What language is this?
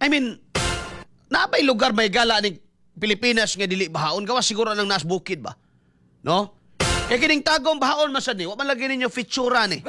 Cebuano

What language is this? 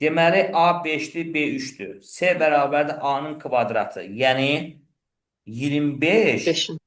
Azerbaijani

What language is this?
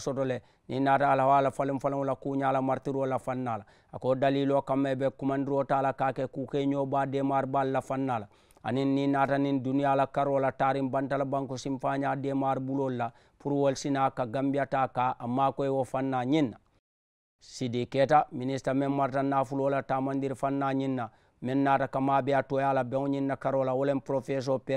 Mandingo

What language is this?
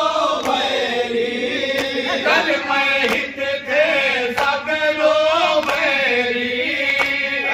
Bhojpuri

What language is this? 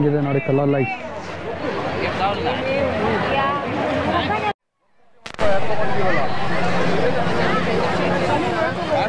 Kannada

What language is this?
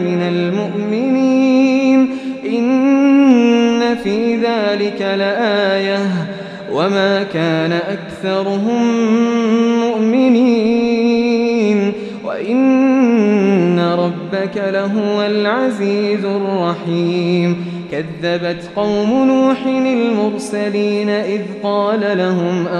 Arabic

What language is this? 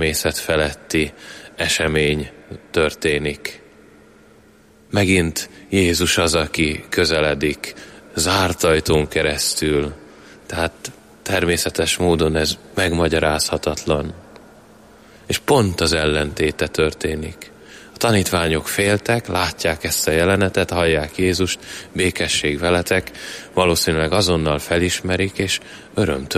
Hungarian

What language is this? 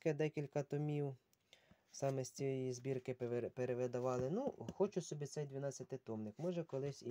Ukrainian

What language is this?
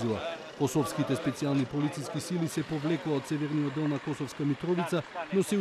Macedonian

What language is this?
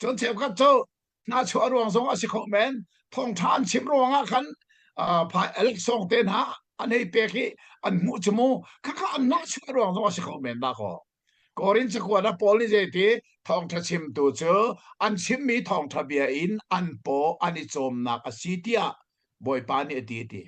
Hakha Chin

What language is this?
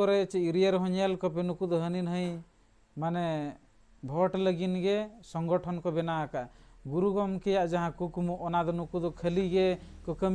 Santali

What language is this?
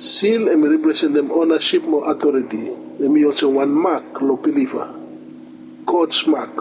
Bislama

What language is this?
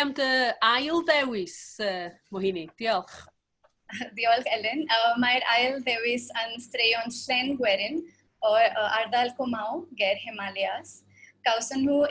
Welsh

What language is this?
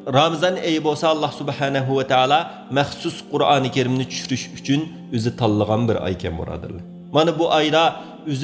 Uyghur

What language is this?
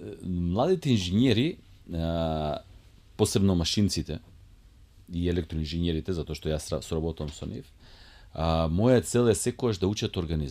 Macedonian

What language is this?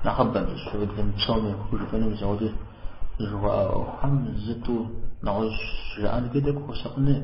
Kabardian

